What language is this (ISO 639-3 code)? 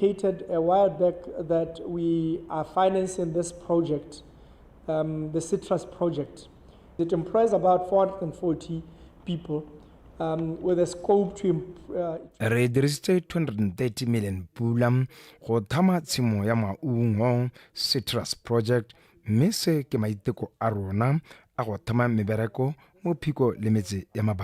tsn